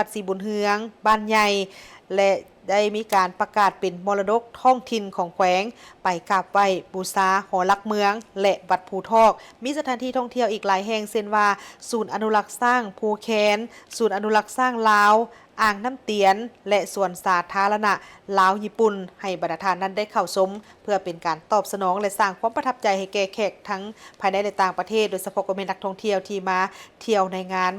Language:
Lao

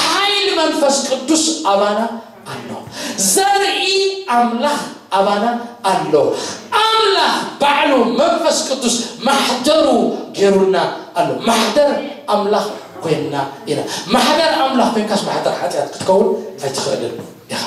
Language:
Tigrinya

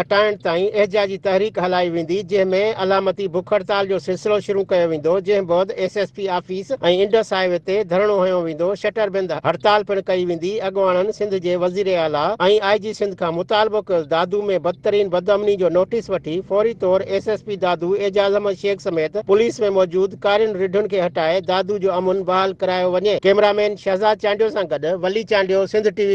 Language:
Sindhi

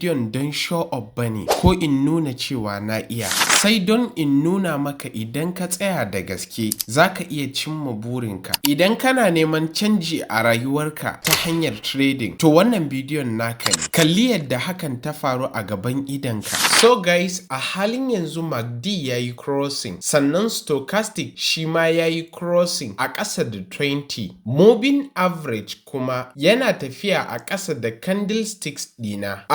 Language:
Hausa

